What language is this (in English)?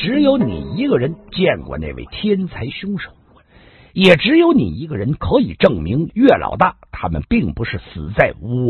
Chinese